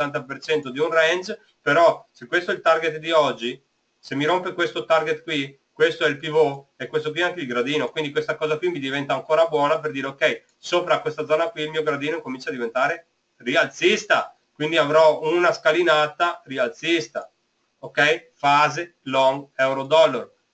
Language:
Italian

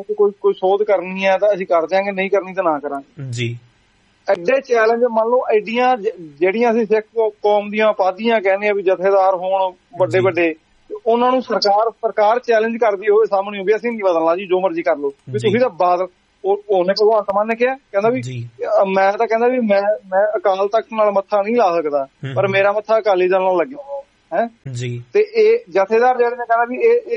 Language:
Punjabi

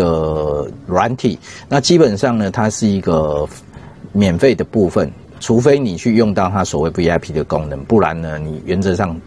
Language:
Chinese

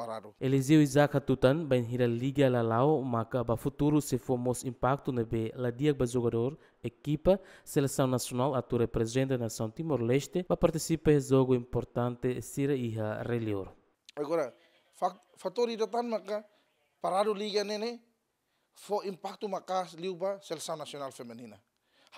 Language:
Tetum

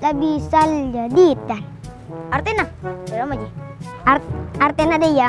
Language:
Madurese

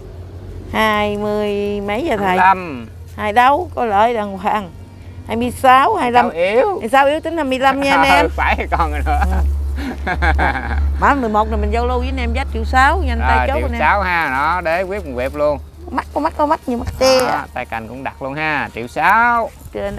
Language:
Vietnamese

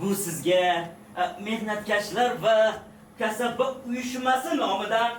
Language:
Uzbek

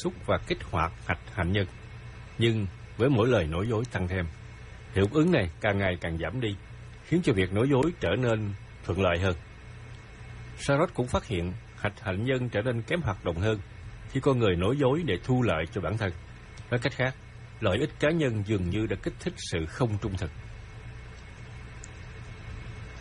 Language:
Vietnamese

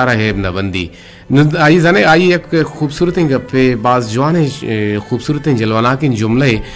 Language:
Eastern Balochi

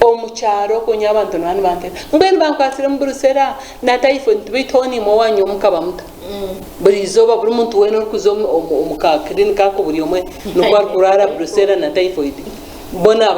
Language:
Nyankole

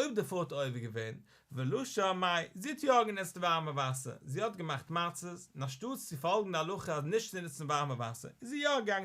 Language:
Yiddish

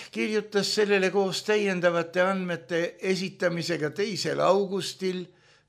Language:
Estonian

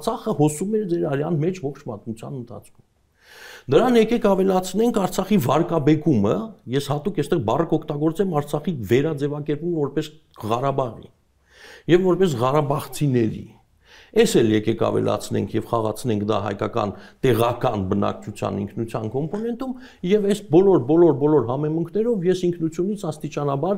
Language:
Armenian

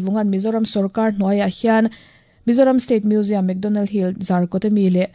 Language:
Mizo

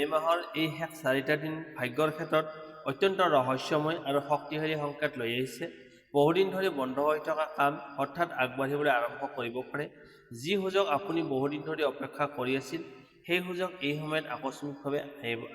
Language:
Assamese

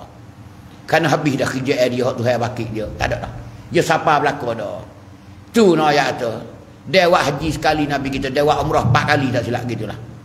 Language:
Pattani Malay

